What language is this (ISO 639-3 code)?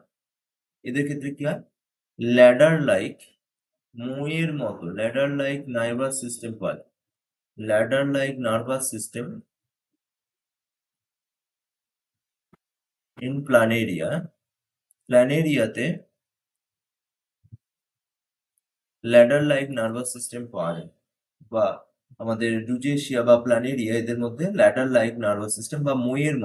ben